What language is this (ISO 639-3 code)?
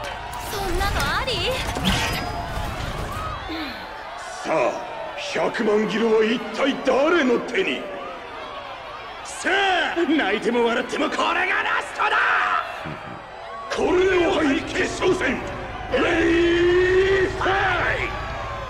jpn